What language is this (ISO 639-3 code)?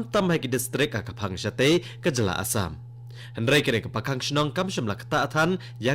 kha